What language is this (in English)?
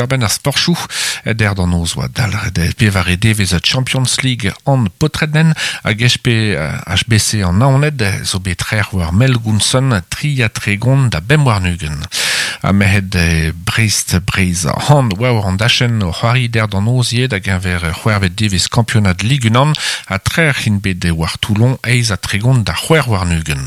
Breton